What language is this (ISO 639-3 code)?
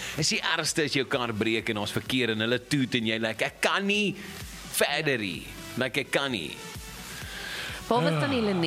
afr